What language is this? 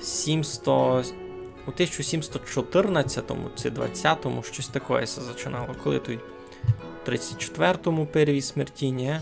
Rusyn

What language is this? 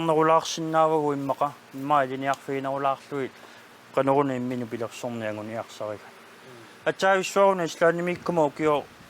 Kalaallisut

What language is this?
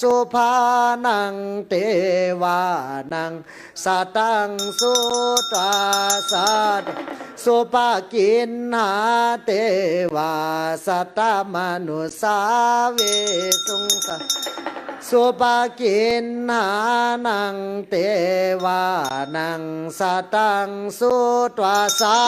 Pali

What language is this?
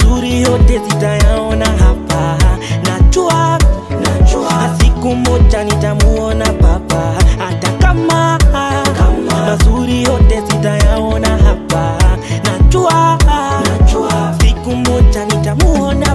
Swahili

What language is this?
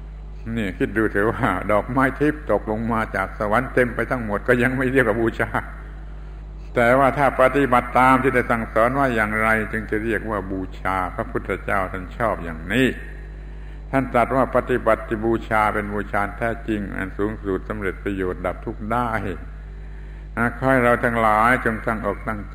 Thai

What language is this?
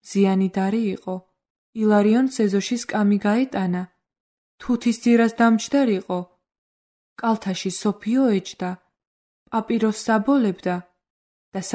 Georgian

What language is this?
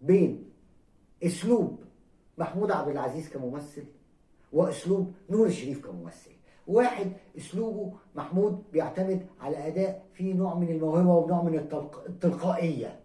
Egyptian Arabic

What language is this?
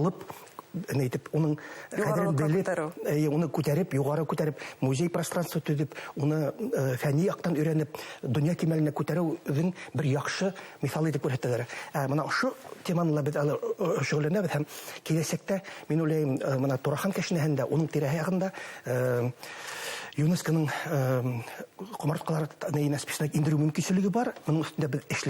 Bashkir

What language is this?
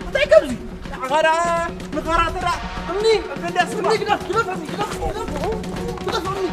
Tigrinya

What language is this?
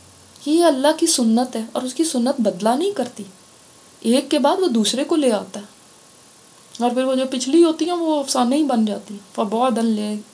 Urdu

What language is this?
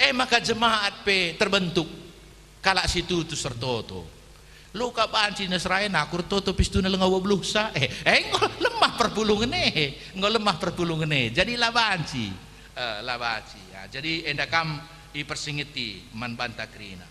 Batak Karo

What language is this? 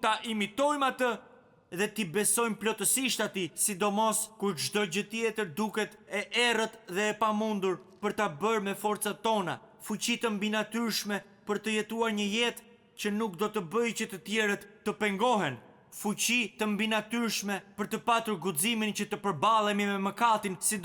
Albanian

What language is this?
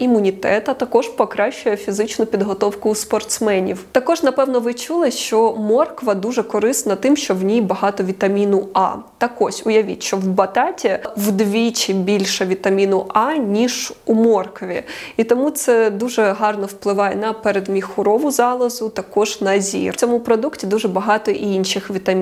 Ukrainian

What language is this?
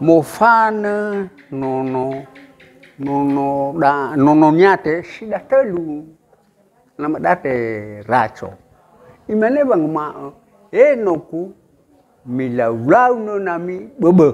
Nias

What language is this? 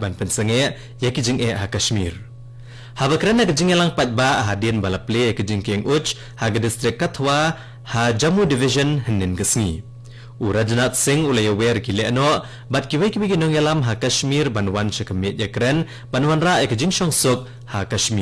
Khasi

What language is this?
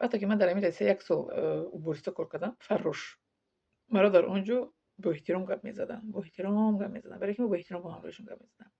Tajik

